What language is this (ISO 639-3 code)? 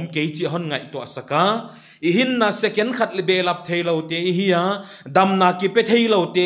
pck